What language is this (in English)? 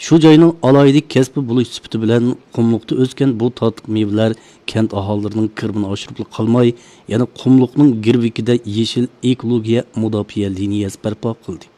Uyghur